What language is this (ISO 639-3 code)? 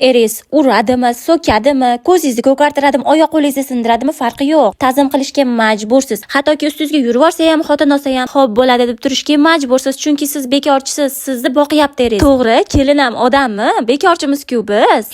uzb